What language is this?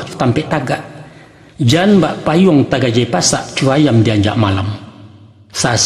Minangkabau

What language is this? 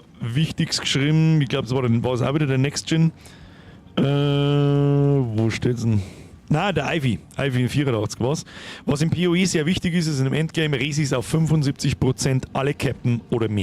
Bavarian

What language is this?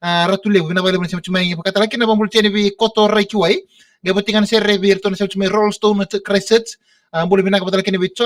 Fijian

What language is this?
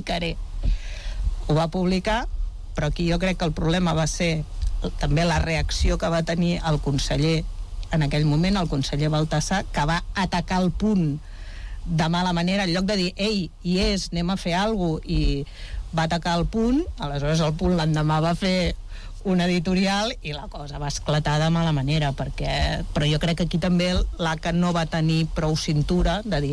Catalan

